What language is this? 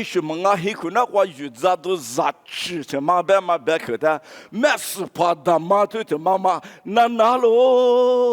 Lisu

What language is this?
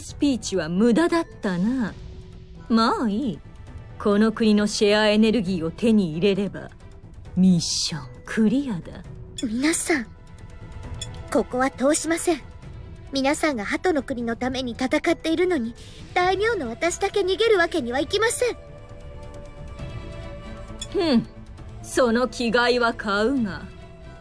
Japanese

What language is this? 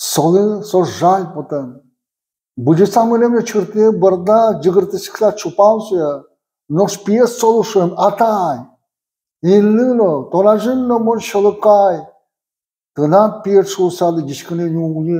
Udmurt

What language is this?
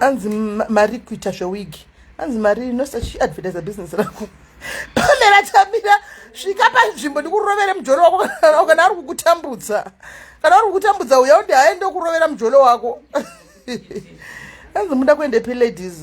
Shona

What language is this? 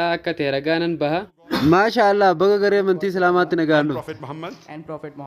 Oromo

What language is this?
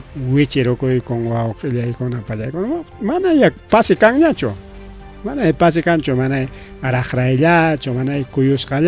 Ayacucho Quechua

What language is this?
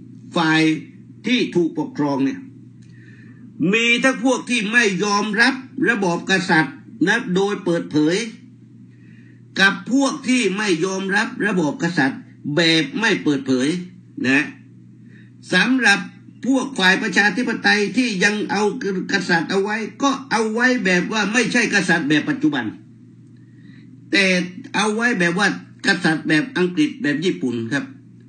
Thai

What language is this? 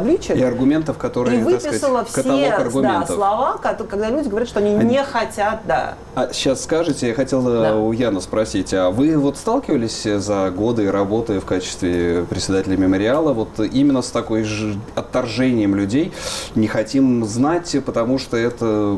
Russian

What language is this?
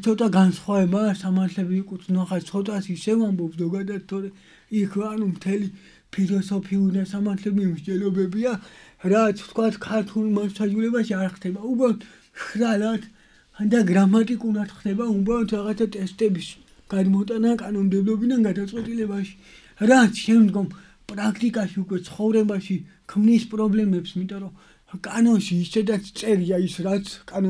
Georgian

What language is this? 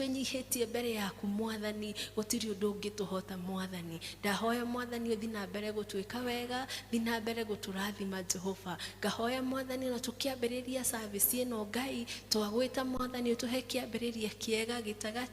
Kikuyu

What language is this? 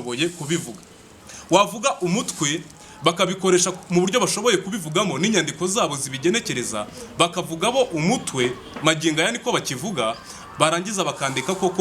Kinyarwanda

